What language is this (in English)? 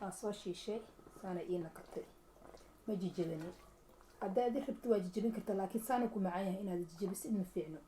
Somali